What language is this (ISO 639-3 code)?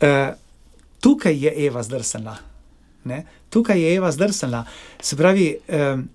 slv